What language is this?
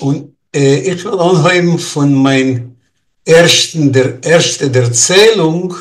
Yiddish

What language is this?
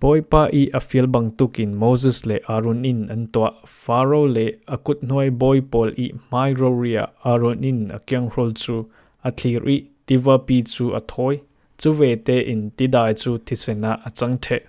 Falam Chin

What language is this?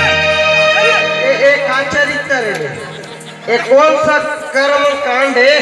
Chhattisgarhi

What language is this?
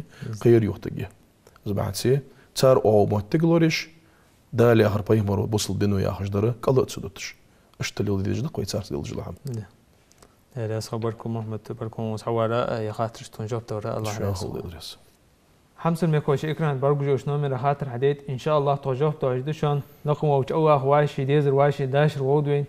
Ingush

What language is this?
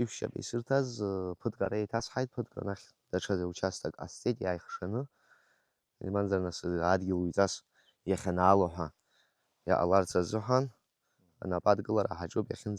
Abkhazian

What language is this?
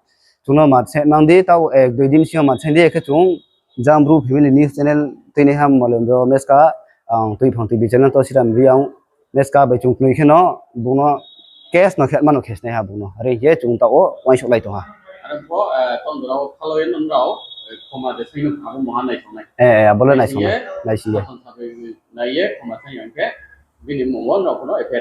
Riang (India)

